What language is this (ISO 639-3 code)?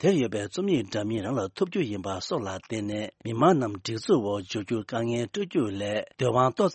bod